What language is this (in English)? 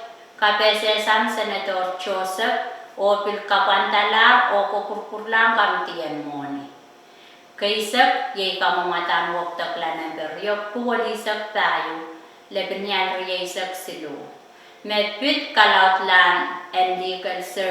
Pohnpeian